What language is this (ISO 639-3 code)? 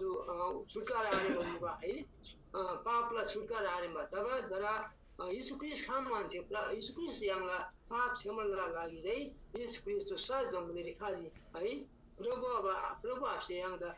taj